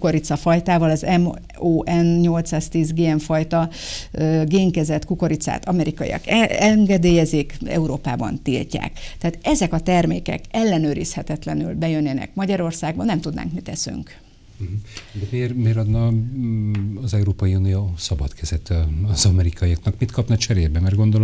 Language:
Hungarian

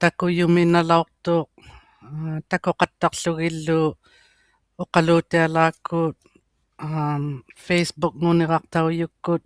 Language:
Inuktitut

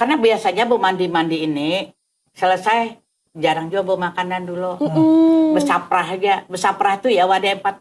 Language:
Banjar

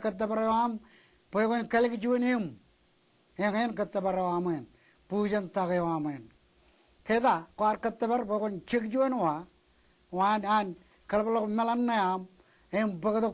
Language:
Marshallese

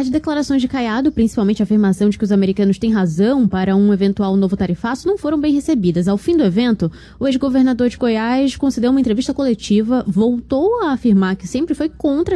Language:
Portuguese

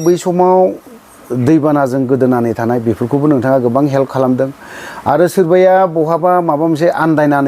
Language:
Bodo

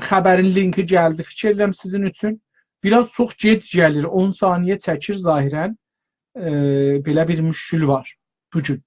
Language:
South Azerbaijani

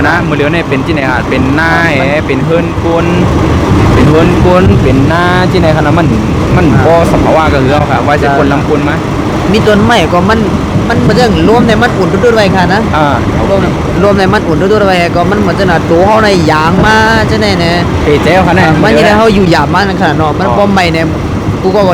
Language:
Shan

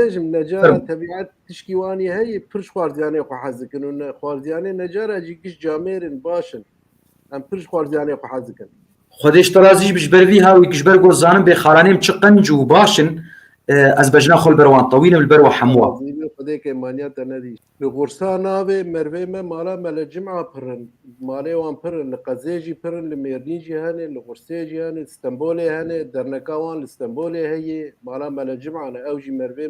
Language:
Kurdish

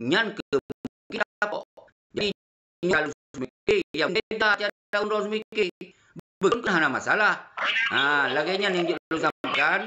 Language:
Achinese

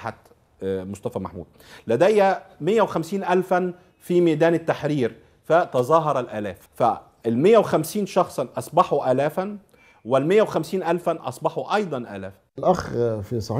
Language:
Egyptian Arabic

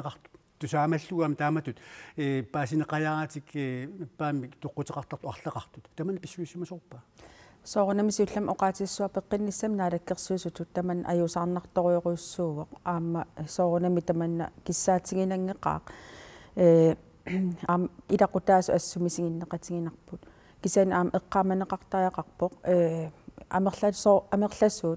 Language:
Kalaallisut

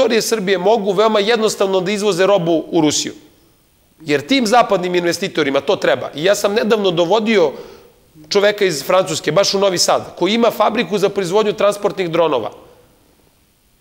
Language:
Serbian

